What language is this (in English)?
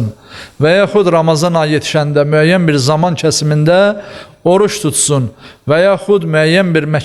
Azerbaijani